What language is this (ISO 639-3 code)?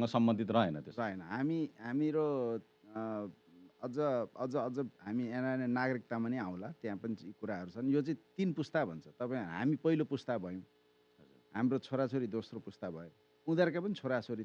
nep